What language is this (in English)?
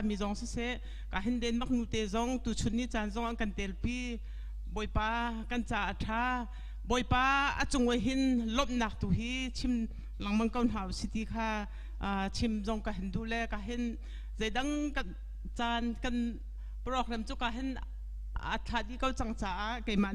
Hakha Chin